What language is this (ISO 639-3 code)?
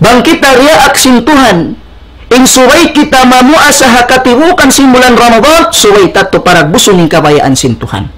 tsg